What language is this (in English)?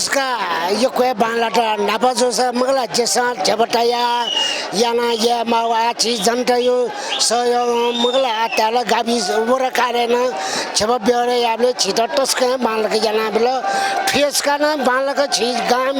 Newari